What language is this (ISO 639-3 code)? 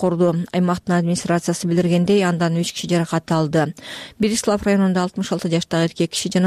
kir